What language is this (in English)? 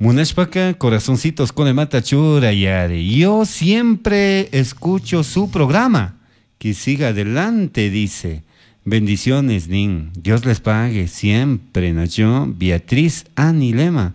Chimborazo Highland Quichua